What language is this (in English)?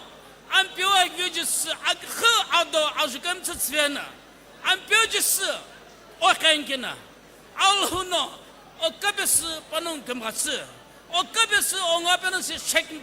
Sumi Naga